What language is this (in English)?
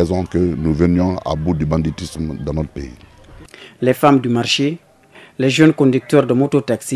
French